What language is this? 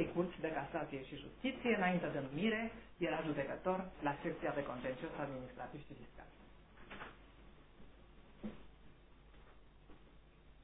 Romanian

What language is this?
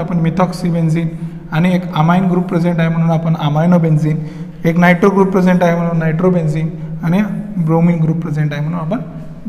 Marathi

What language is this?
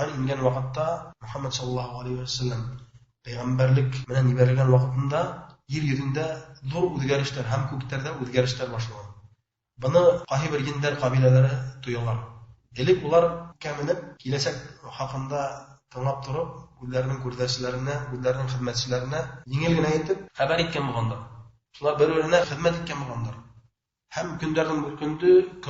Bashkir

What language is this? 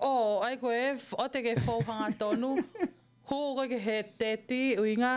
Tongan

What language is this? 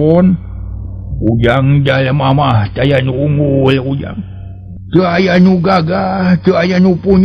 Sundanese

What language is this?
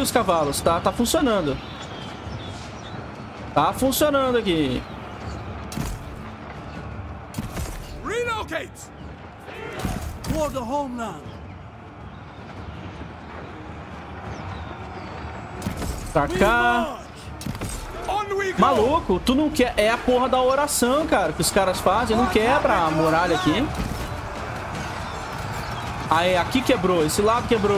Portuguese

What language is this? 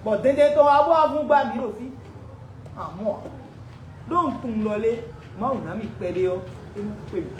Fon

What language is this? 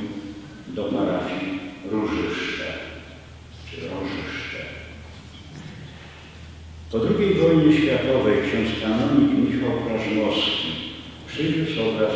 Polish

